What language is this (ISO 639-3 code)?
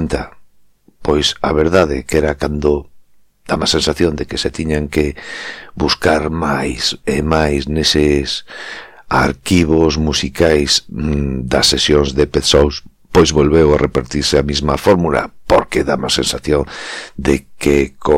glg